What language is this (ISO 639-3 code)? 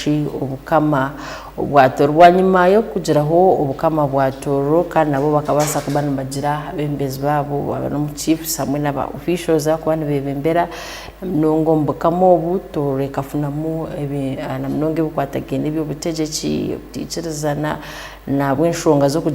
ttj